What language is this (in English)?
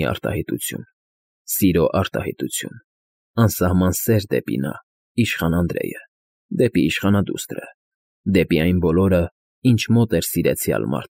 Armenian